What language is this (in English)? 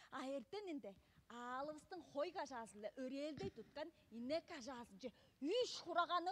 Tuvinian